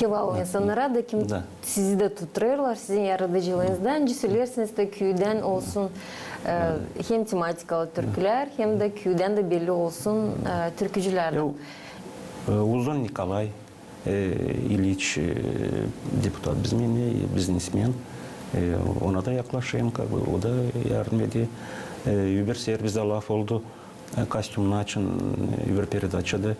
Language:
Gagauz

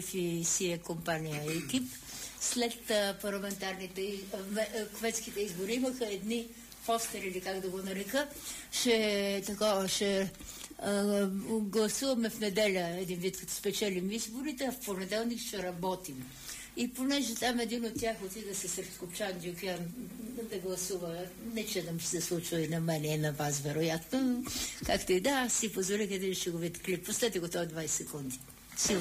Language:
Bulgarian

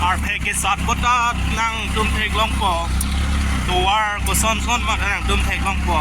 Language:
Karbi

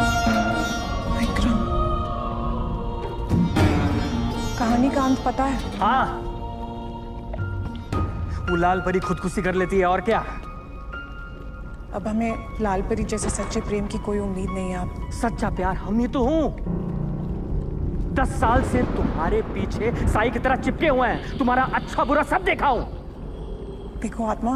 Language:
Hindi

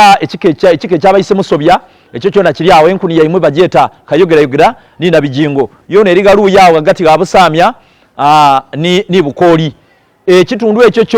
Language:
Soga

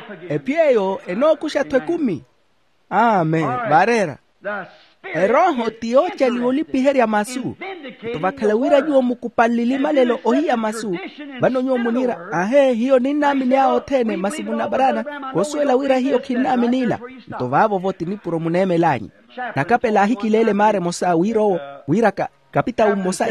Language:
Makhuwa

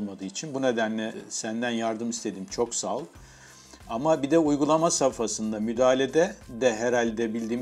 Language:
Turkish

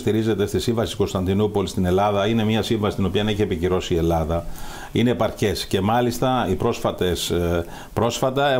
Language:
Greek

